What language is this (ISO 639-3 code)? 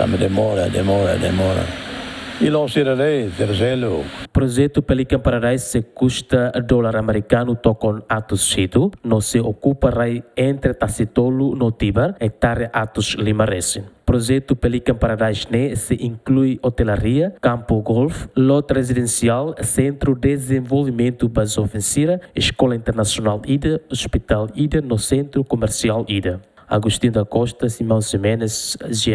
tet